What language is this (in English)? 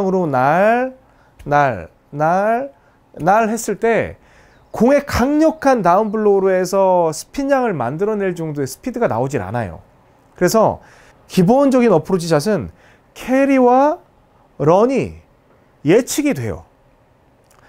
Korean